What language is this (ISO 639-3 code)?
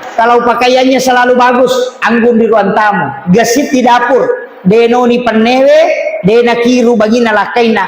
bug